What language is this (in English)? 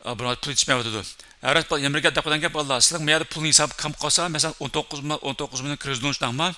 Uyghur